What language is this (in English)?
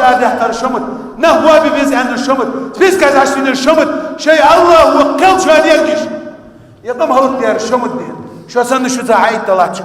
Ingush